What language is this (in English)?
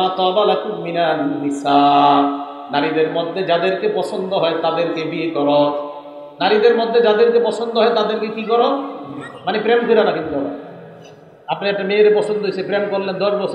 Bangla